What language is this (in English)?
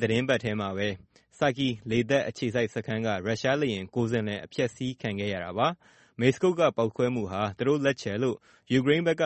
Burmese